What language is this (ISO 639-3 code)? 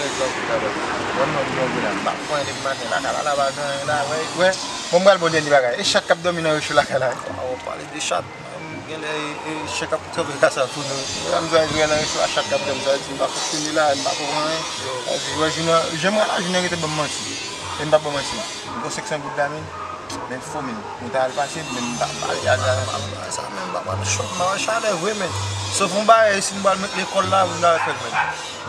hat